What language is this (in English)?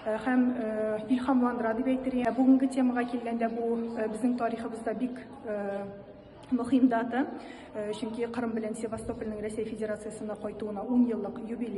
Tatar